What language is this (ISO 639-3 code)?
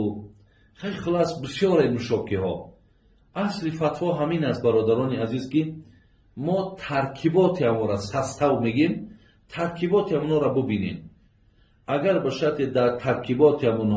tgk